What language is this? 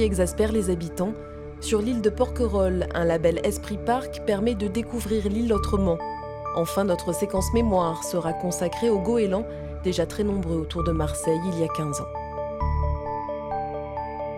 French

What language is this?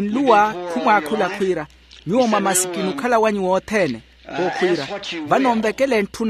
Makhuwa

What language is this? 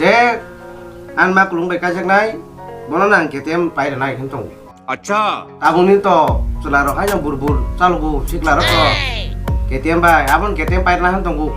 Kok Borok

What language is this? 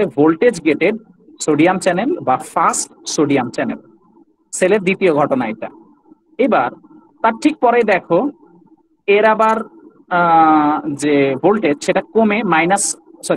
Bangla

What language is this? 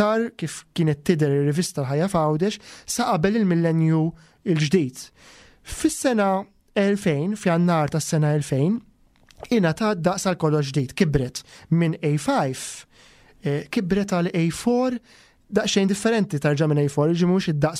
Maltese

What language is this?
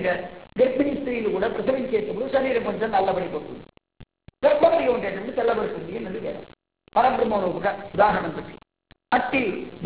Telugu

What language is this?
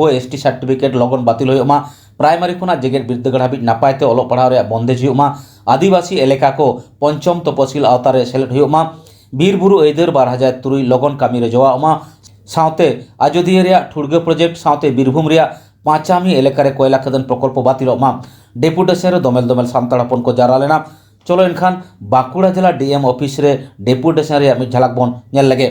Santali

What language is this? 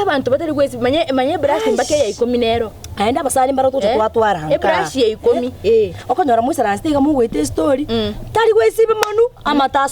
Gusii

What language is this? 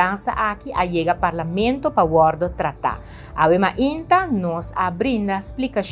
Papiamento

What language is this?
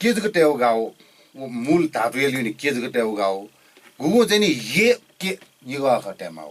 Newari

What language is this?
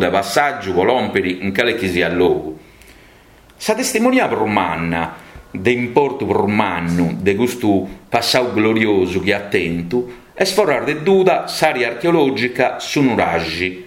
Sardinian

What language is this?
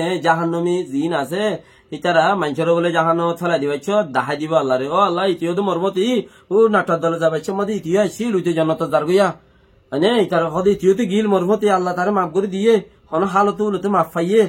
Rohingya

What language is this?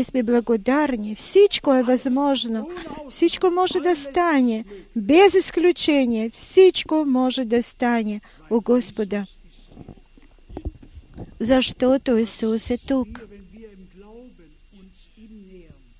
Bulgarian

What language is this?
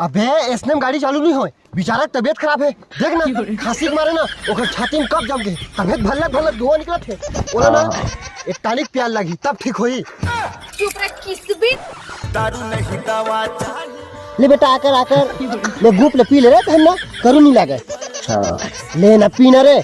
Chhattisgarhi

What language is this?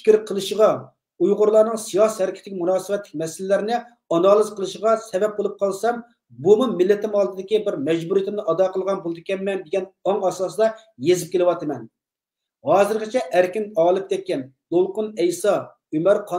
Uyghur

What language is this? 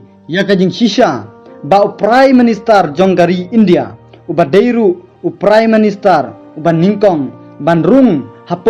Khasi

